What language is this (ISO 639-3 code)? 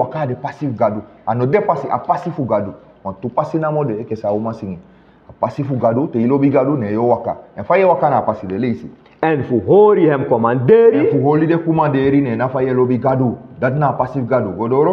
srn